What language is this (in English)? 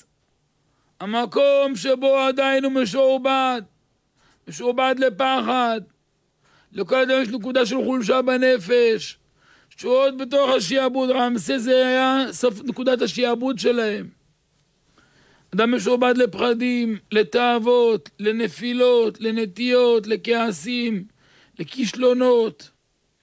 Hebrew